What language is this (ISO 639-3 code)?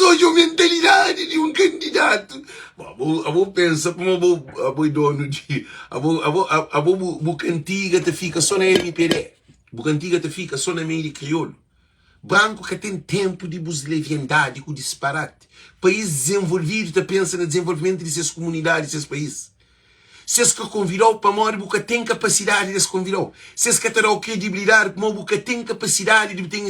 kea